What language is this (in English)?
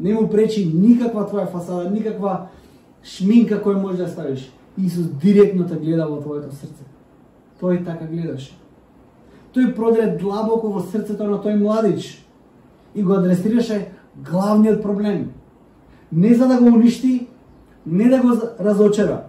Macedonian